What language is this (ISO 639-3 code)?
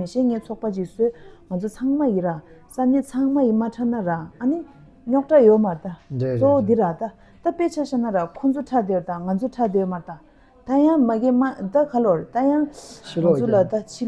bod